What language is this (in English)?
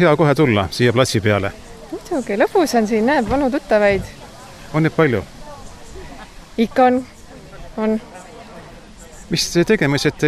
Estonian